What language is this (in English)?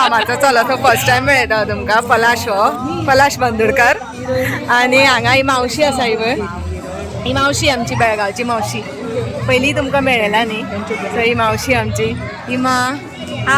Konkani